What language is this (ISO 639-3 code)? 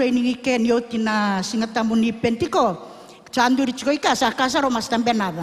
fij